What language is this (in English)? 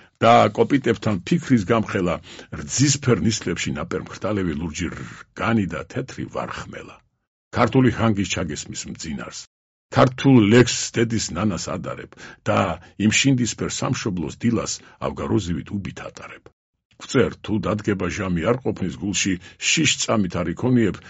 Georgian